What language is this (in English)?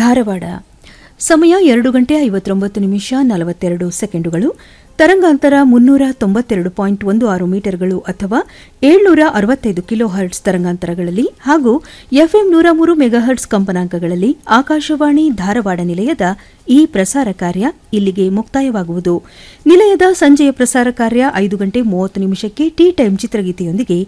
Kannada